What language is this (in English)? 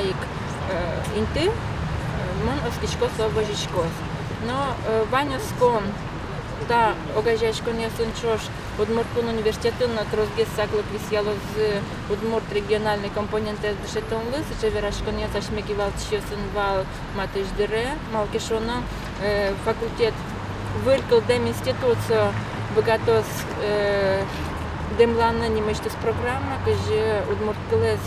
Udmurt